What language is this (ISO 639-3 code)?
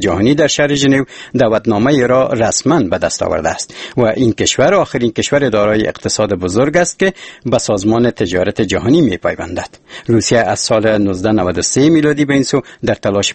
fas